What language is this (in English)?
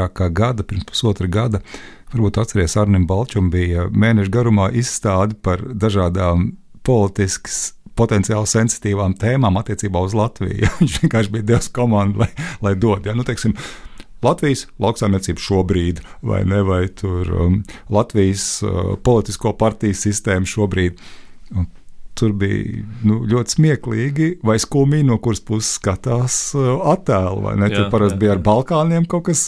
Latvian